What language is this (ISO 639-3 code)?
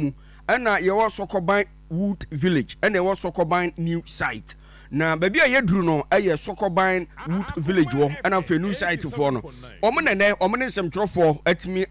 aka